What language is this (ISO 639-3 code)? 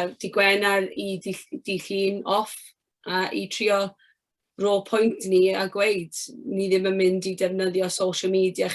cym